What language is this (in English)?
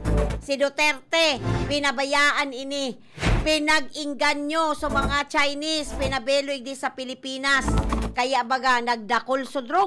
Bikol